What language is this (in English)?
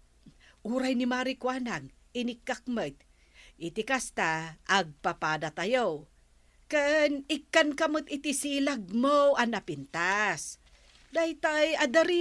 Iloko